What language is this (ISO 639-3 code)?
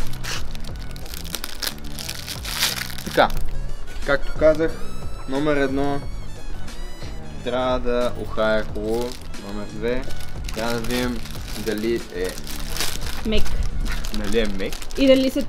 bul